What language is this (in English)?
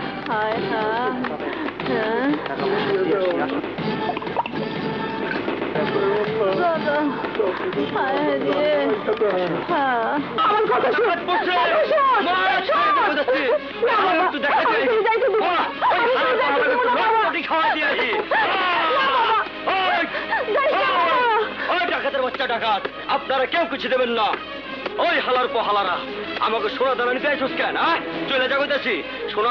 Bangla